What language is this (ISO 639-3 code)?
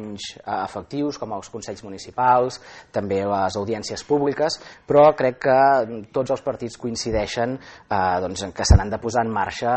cat